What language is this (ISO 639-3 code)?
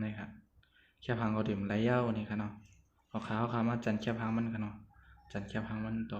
shn